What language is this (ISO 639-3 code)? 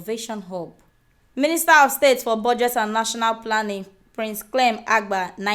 pcm